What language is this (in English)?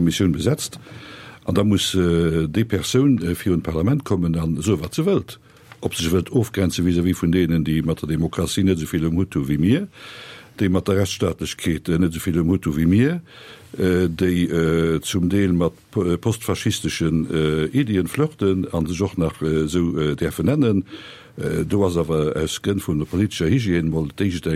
Luxembourgish